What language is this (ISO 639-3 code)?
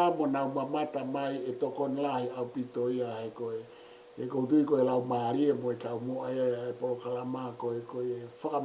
ton